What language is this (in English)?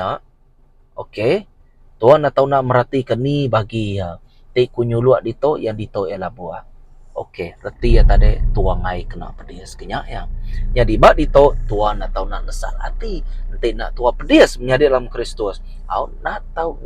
Iban